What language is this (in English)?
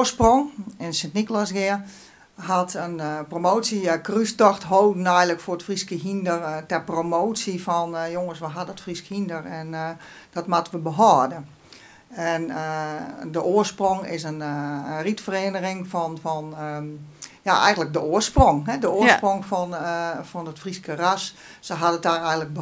Western Frisian